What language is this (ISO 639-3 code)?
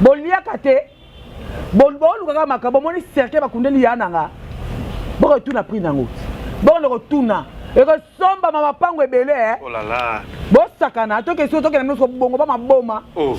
lin